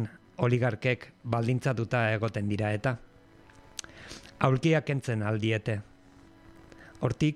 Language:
Basque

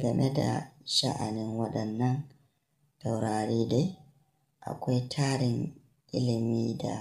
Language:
Hausa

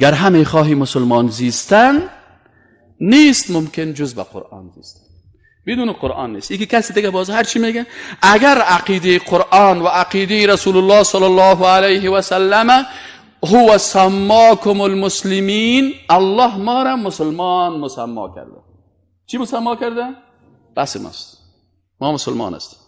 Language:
Persian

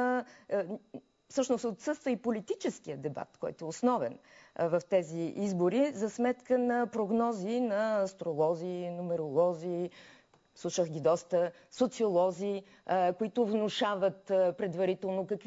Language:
Bulgarian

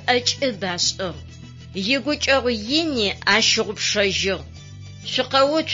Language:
Adyghe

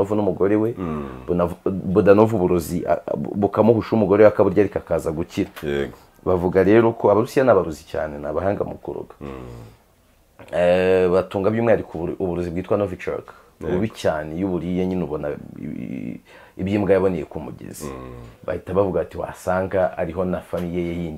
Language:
Kinyarwanda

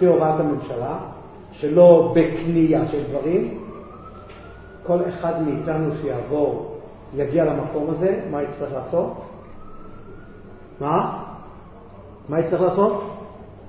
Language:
Hebrew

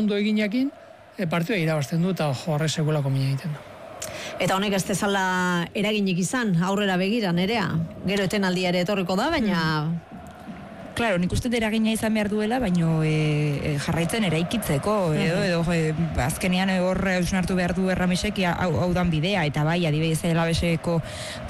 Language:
Basque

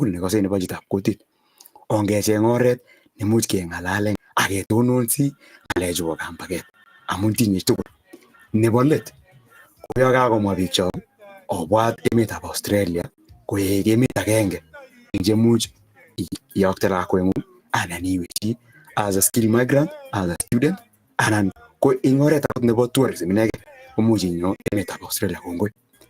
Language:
Kalenjin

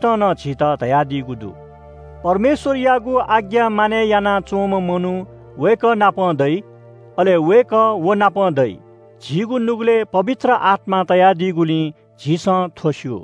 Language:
Newari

